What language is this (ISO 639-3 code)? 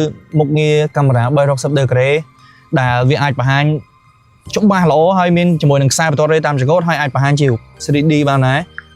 khm